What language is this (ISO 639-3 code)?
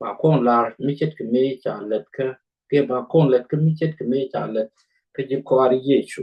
nus